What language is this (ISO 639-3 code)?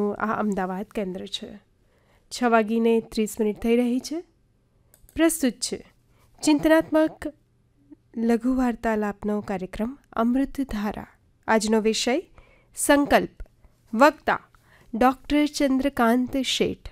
guj